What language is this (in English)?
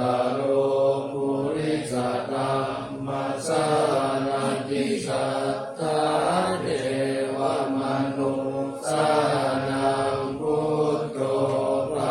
Pali